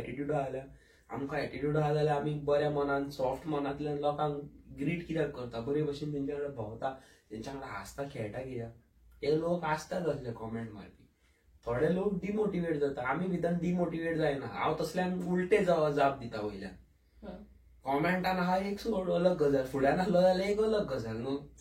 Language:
Konkani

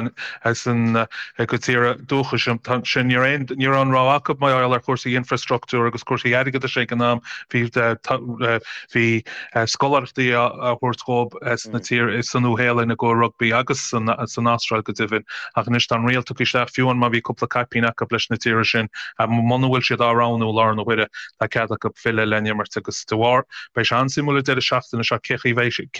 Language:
Irish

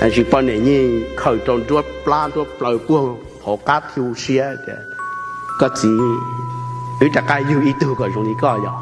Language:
Hmong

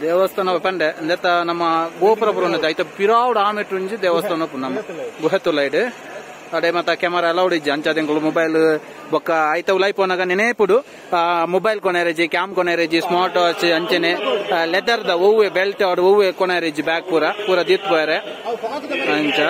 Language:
Tulu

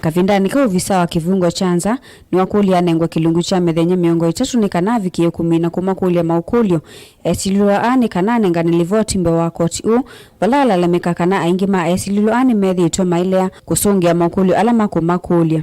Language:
Kamba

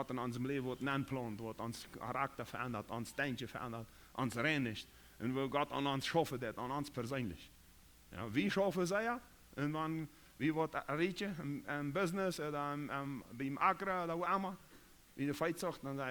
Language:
Plautdietsch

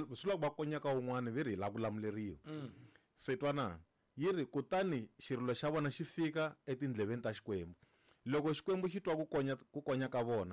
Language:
Tsonga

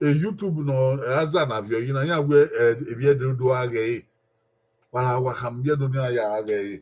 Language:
Bini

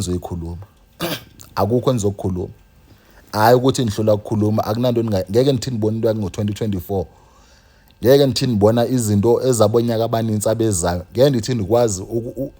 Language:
Zulu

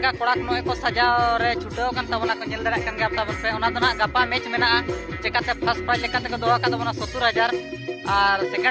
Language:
Santali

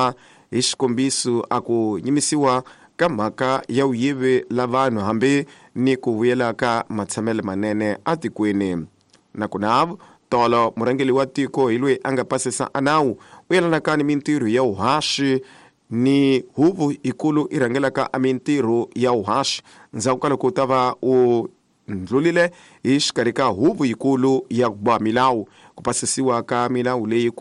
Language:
Tsonga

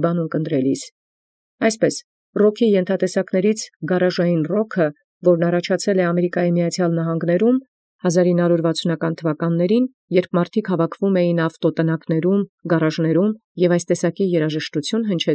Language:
Armenian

